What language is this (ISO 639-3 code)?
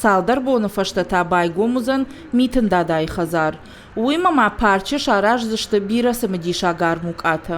oss